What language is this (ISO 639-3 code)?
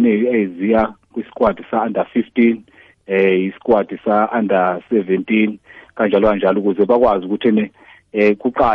nbl